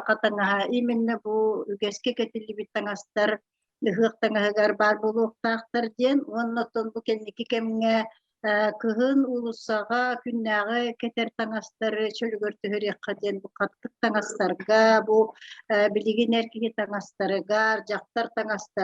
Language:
Yakut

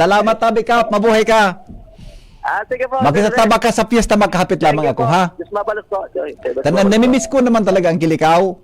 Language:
Bikol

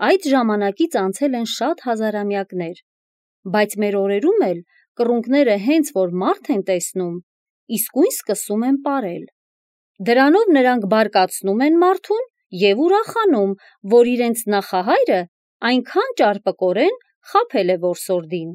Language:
Armenian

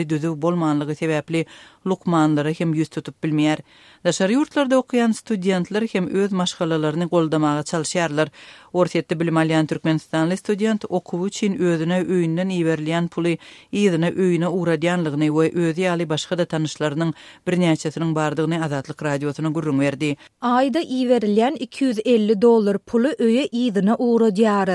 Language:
Turkmen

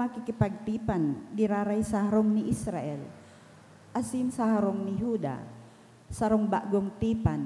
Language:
Bikol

